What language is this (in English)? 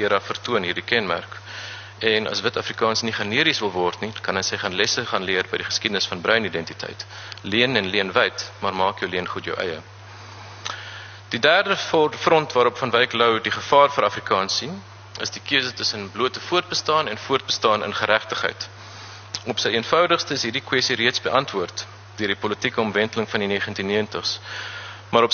Afrikaans